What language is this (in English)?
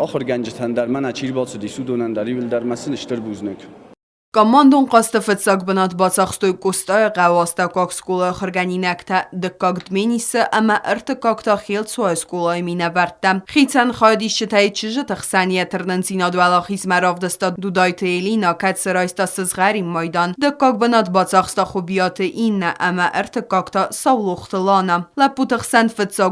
Ossetic